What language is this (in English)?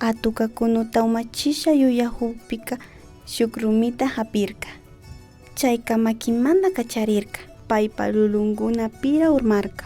Imbabura Highland Quichua